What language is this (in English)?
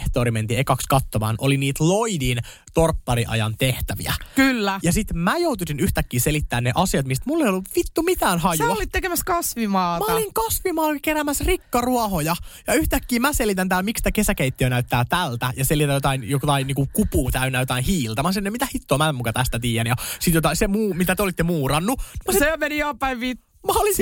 Finnish